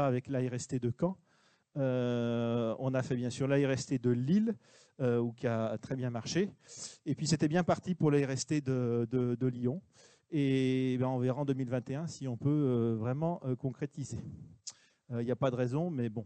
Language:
French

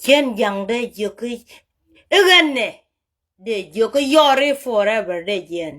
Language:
Nuer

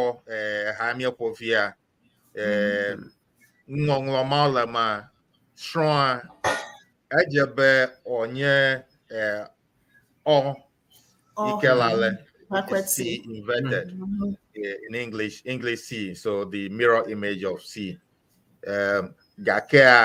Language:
Ewe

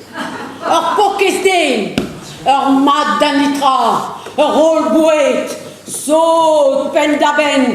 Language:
Breton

